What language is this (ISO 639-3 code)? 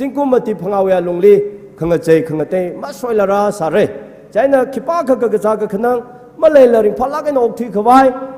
nmf